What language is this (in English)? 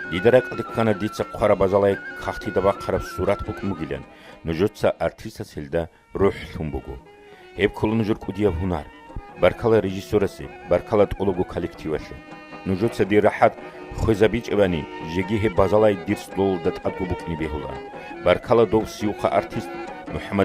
Avaric